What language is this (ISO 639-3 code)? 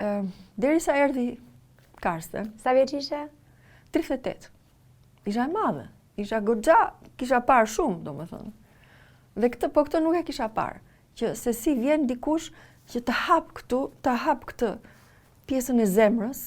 sqi